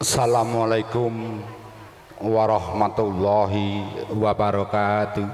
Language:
Javanese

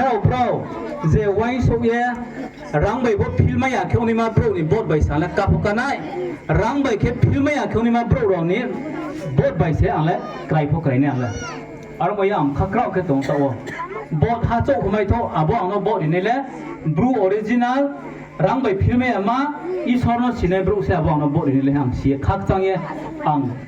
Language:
Riang (India)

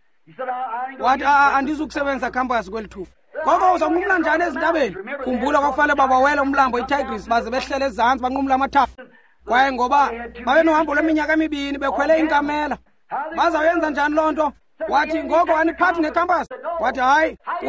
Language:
Xhosa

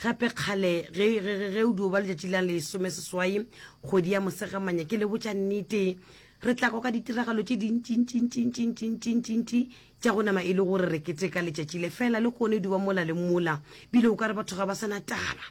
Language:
Northern Sotho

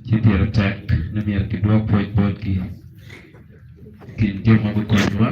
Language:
Acoli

